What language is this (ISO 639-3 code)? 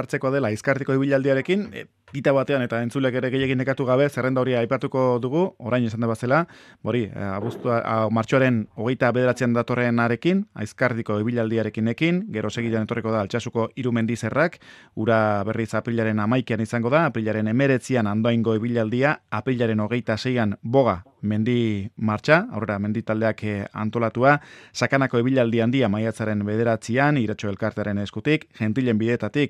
eus